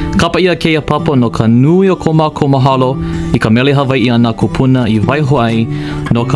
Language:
Hawaiian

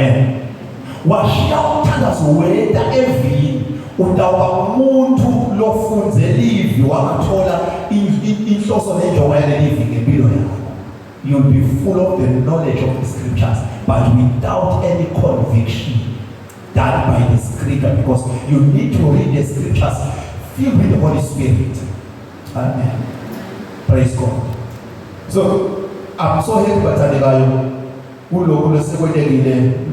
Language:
Zulu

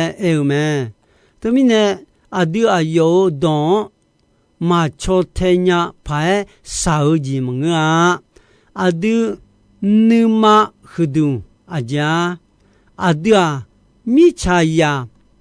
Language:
Akha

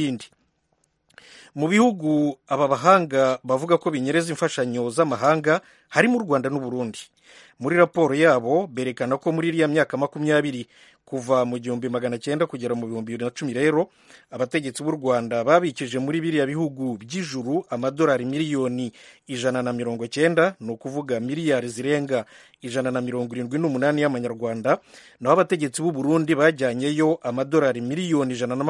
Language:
Kinyarwanda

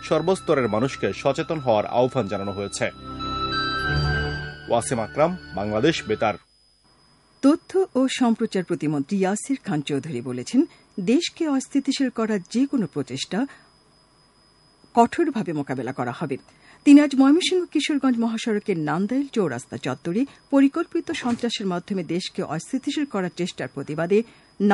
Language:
Bangla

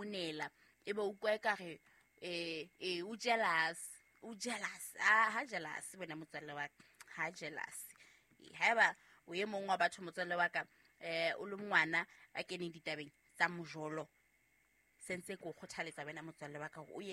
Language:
Southern Sotho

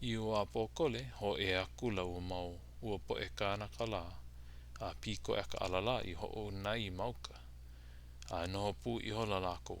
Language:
Hawaiian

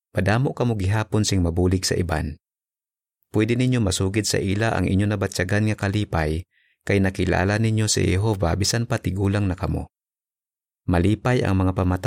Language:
Hiligaynon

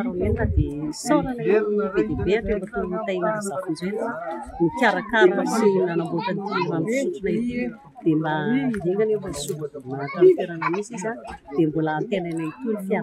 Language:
Malagasy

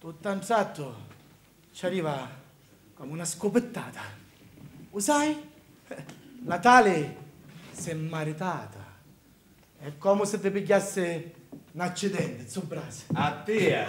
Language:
Sicilian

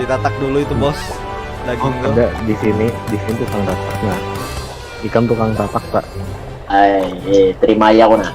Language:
Banjar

